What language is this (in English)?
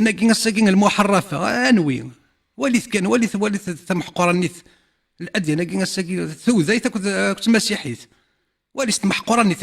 Kabyle